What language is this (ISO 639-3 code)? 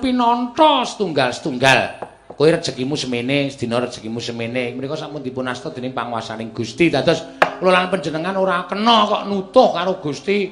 jav